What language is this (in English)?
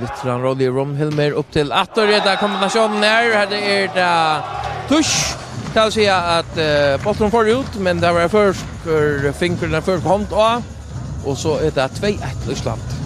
Faroese